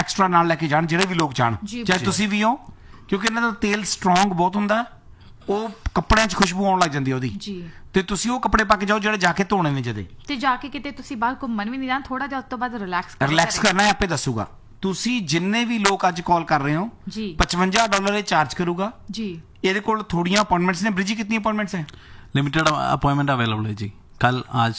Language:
Punjabi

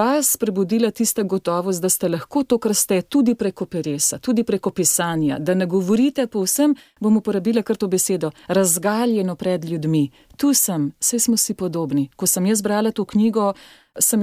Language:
Slovenian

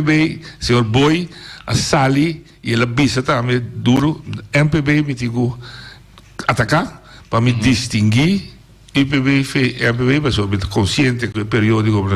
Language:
Papiamento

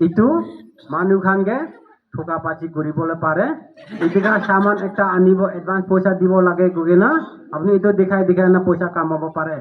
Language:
Naga Pidgin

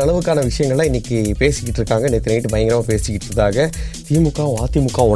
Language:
Tamil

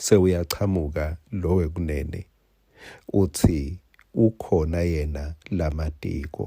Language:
Swati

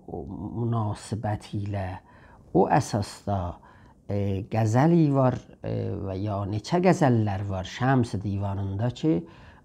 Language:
South Azerbaijani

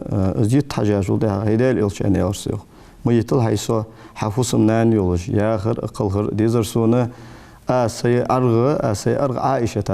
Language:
Ingush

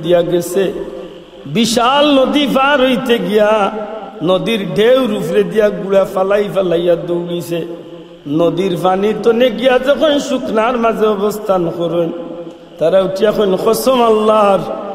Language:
Sylheti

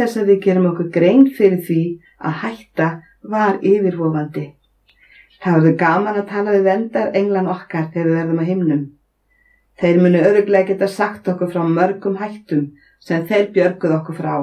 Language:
Icelandic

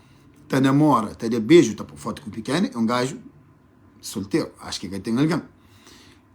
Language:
Kabuverdianu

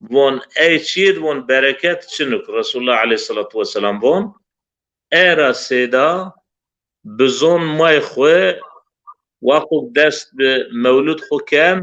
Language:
Zaza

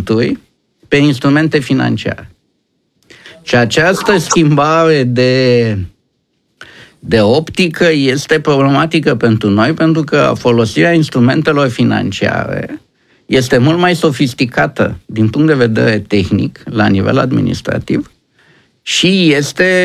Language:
Romanian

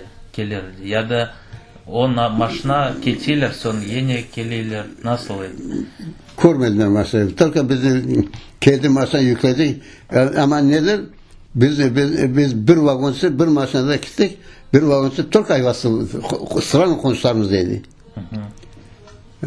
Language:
Crimean Tatar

